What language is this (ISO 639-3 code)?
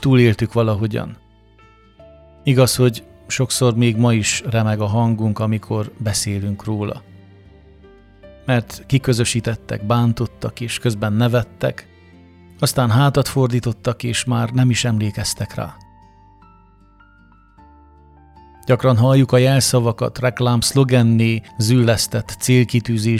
hun